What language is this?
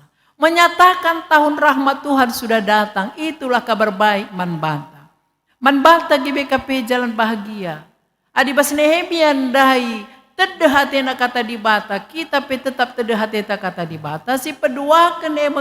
Batak Karo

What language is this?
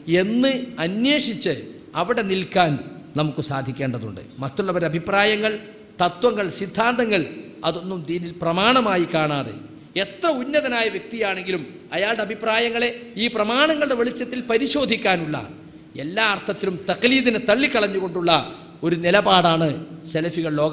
Malayalam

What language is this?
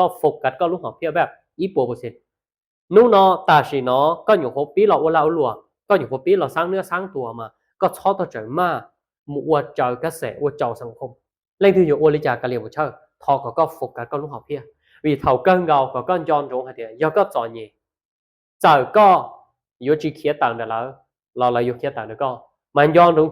Hmong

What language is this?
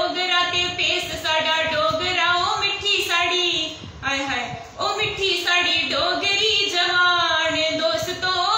Dogri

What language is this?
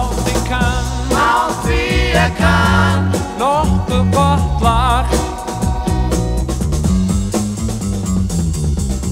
Icelandic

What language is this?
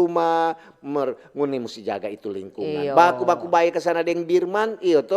Manado Malay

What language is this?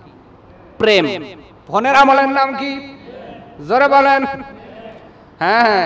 Bangla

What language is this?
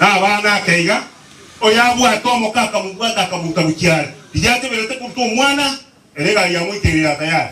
Gusii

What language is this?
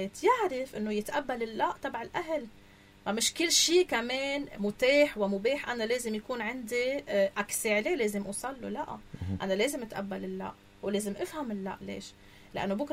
North Levantine Arabic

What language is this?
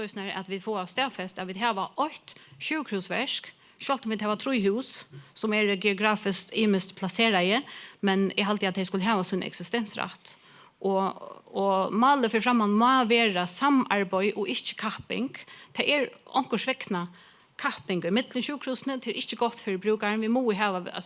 Faroese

